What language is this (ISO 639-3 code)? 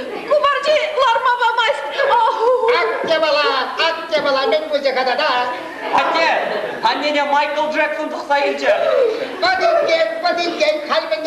chv